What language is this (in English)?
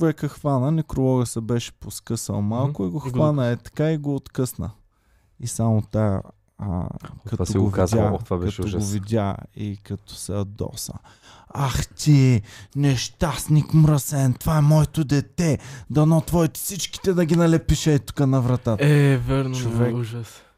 Bulgarian